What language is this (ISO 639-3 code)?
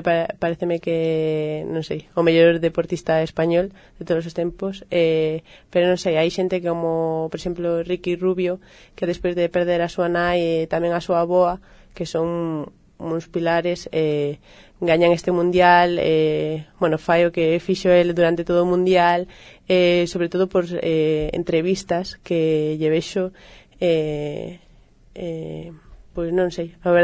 glg